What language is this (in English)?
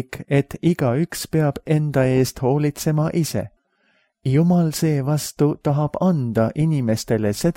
Estonian